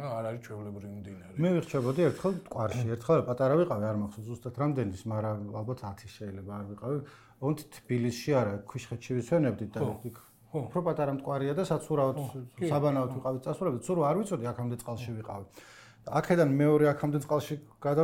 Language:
Georgian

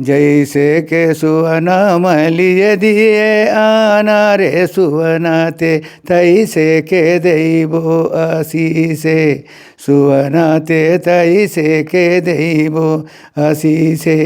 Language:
Chhattisgarhi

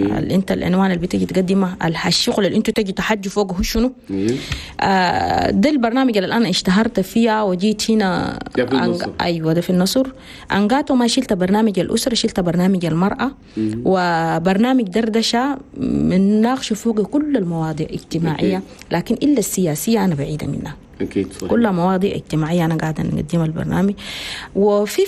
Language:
Chadian Arabic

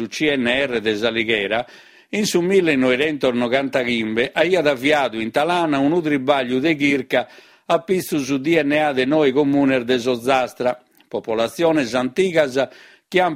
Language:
Sardinian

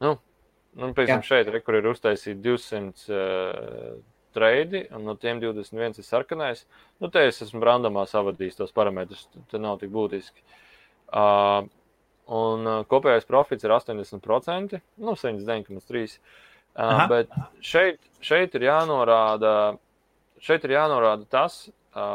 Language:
Latvian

